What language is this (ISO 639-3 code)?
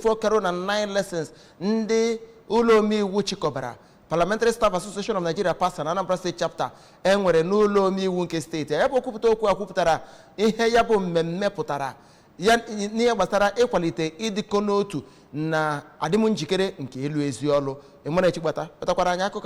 ibo